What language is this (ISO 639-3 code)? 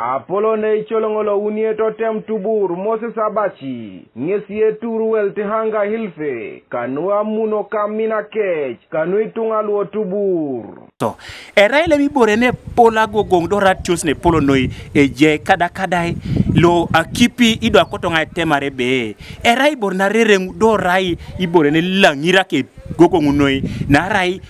teo